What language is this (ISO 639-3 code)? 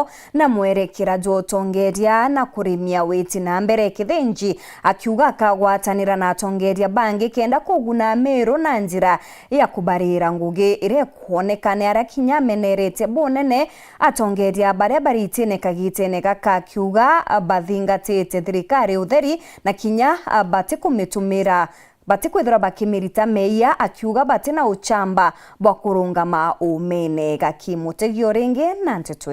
mer